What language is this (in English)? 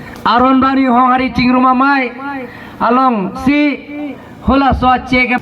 Karbi